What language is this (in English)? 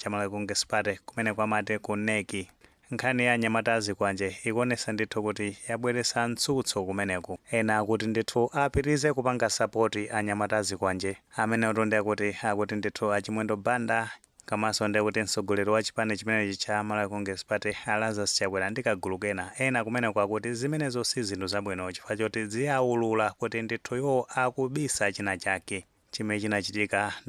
Nyanja